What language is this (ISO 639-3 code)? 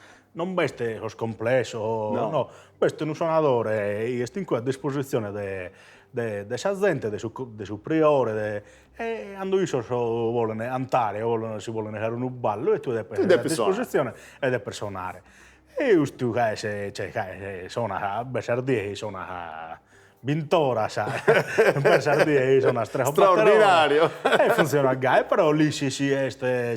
srd